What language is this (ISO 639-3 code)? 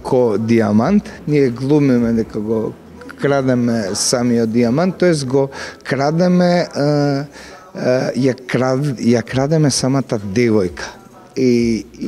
mkd